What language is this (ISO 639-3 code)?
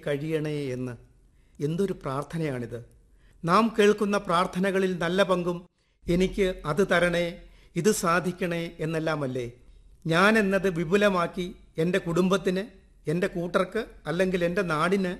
mal